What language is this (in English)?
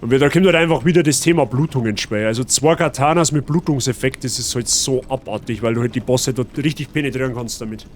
Bavarian